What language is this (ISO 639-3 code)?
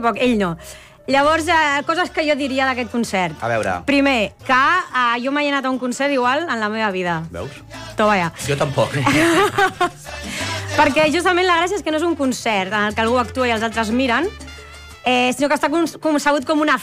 cat